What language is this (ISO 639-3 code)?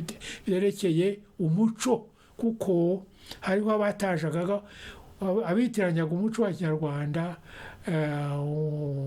kin